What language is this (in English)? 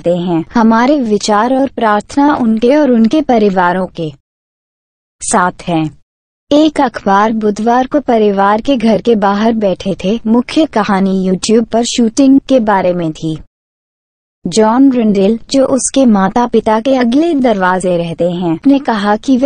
Hindi